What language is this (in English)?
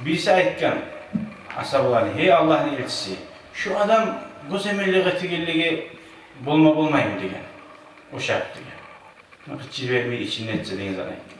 Kumyk